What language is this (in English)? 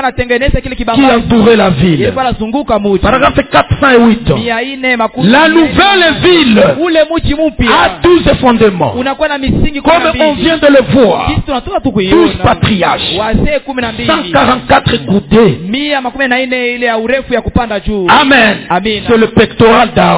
Swahili